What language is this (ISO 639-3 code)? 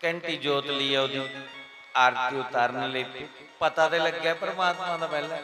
doi